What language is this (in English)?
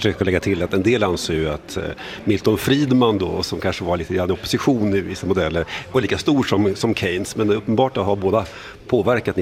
Swedish